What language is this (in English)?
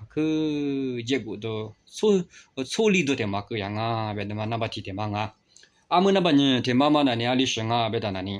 Lisu